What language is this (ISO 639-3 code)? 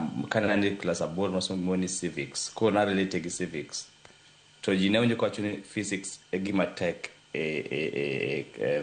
luo